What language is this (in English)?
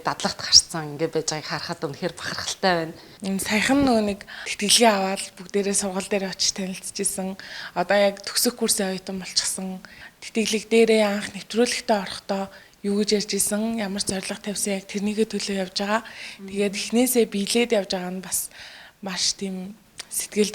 Mongolian